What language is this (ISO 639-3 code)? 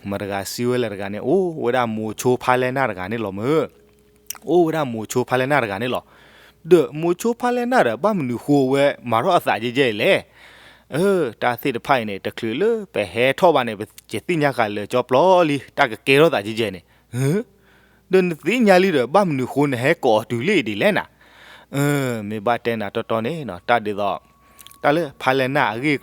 ksw